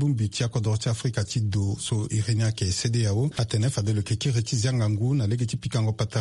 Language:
Sango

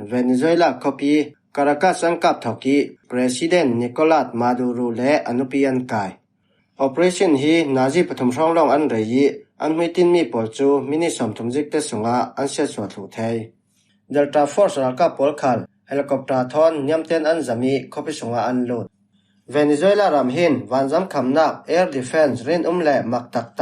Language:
Falam Chin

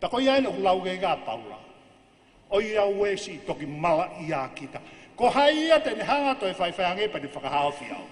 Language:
Tongan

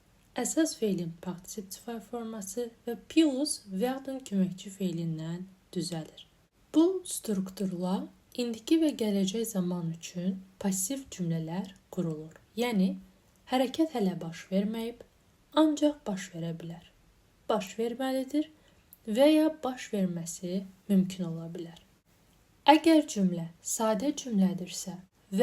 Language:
Azerbaijani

